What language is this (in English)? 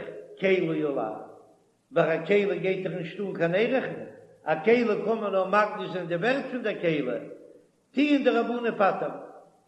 Yiddish